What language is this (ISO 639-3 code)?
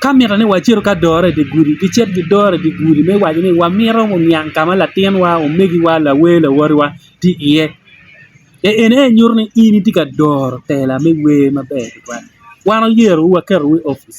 ach